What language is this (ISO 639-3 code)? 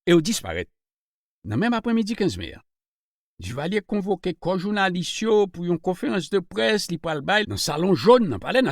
hat